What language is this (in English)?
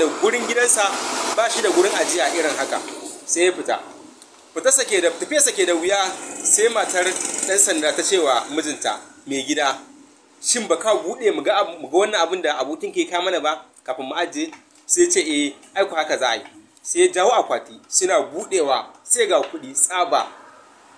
Hausa